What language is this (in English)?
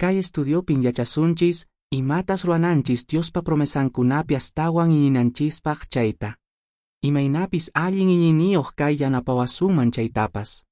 Quechua